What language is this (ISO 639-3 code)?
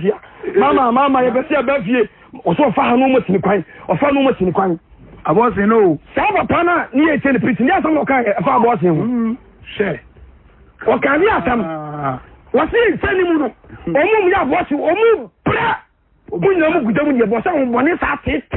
aka